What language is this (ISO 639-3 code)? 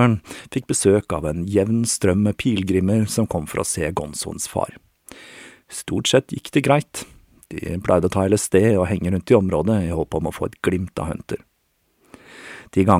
nor